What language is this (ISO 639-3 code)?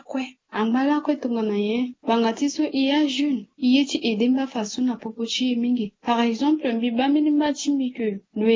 sag